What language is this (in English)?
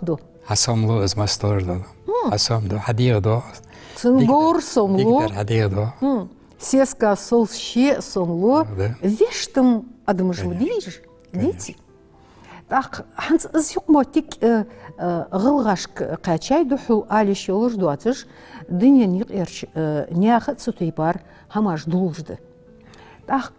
Ingush